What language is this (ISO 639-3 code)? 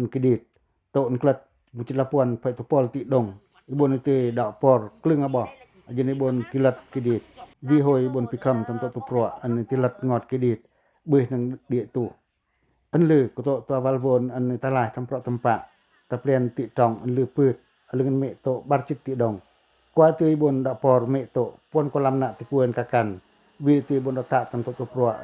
pac